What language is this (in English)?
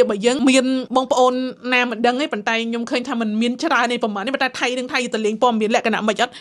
Khmer